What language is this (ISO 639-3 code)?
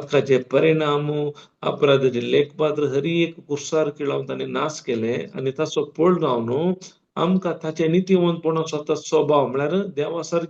kok